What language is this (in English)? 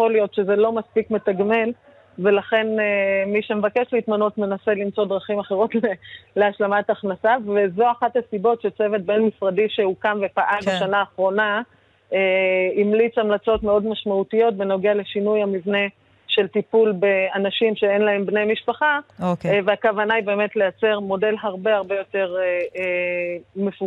Hebrew